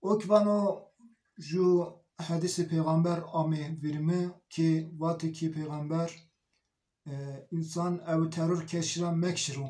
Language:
Zaza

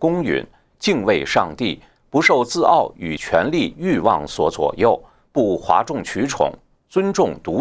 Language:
Chinese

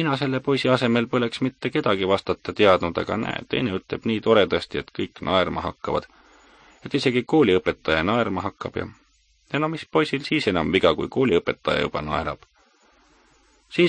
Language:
Estonian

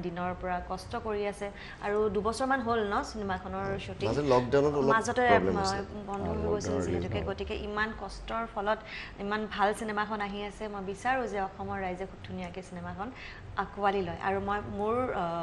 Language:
Assamese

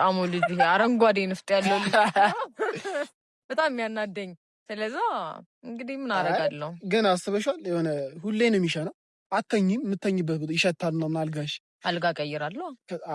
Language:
Amharic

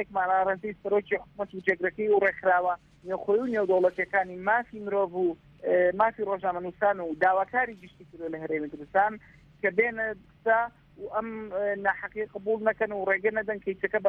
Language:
Central Kurdish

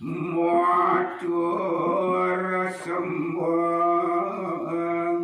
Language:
Balinese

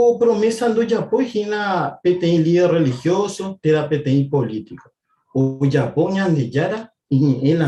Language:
Guarani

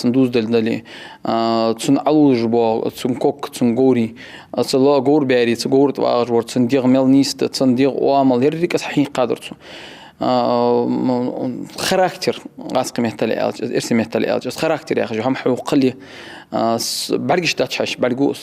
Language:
Ingush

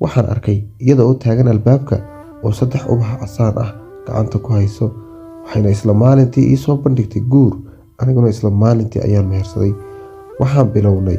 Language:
Somali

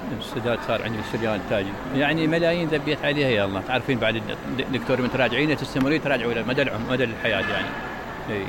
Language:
Mesopotamian Arabic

